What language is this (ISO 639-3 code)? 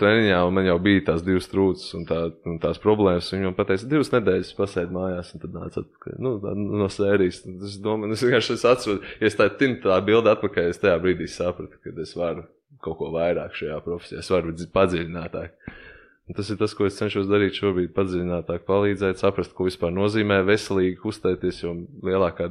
lav